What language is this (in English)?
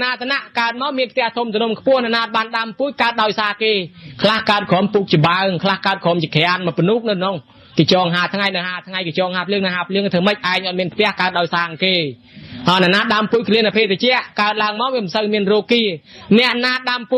Khmer